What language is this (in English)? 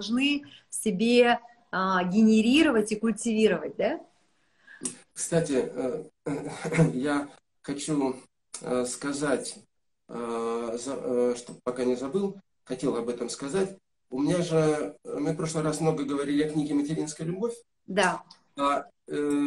Russian